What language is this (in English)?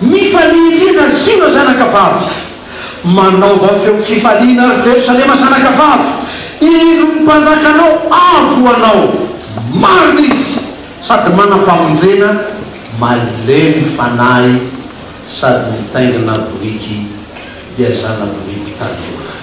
Malagasy